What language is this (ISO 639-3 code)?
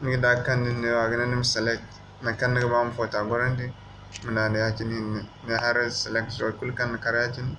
dje